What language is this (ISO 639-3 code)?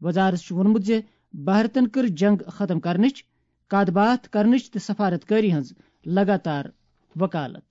kas